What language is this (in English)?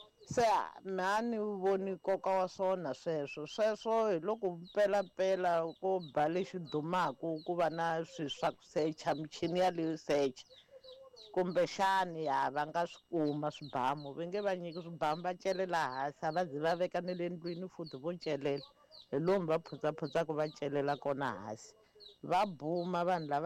Tsonga